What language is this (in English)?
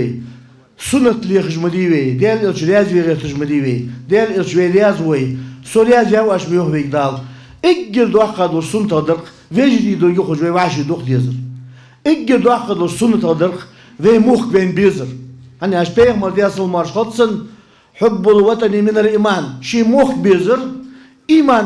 Ingush